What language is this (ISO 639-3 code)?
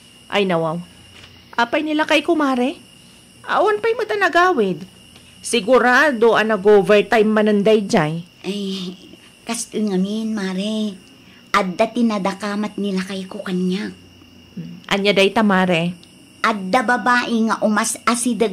ilo